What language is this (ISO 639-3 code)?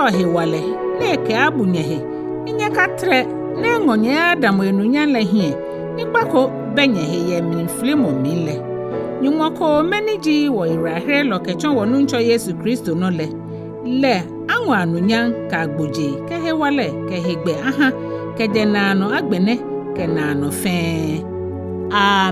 gaa